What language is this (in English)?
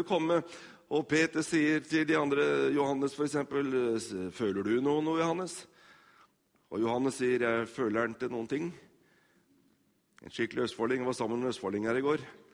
Norwegian